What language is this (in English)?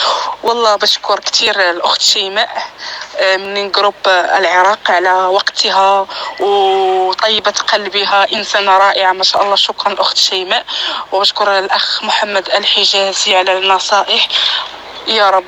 North Levantine Arabic